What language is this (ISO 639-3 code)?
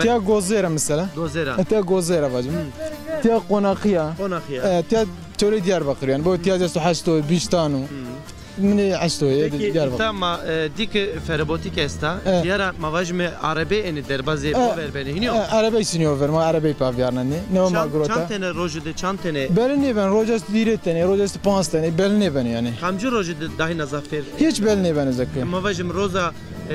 zza